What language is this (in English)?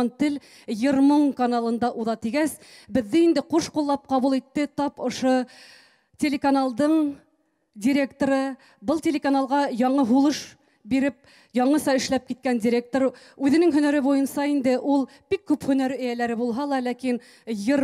Bashkir